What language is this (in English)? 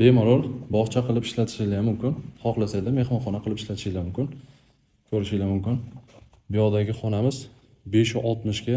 Uzbek